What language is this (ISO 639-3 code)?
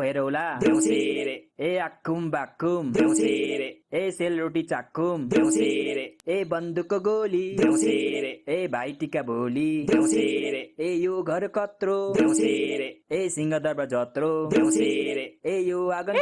nep